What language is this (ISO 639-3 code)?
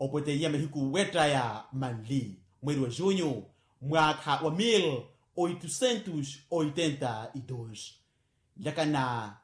vmw